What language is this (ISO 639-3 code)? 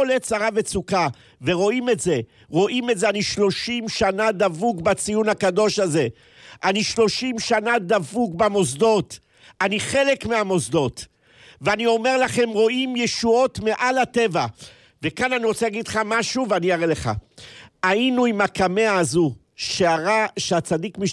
heb